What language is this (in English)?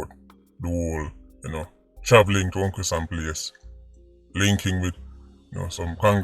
Jamaican Creole English